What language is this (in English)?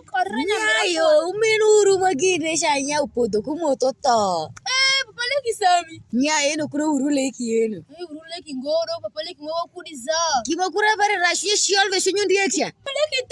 Alur